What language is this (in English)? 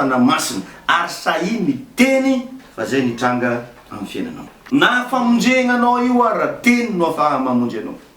Malagasy